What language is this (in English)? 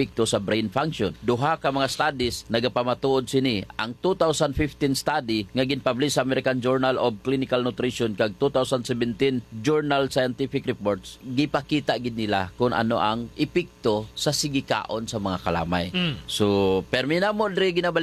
Hiligaynon